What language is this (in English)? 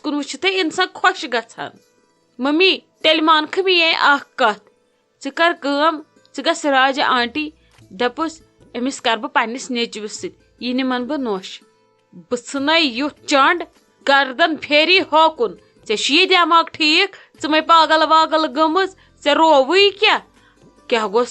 Kashmiri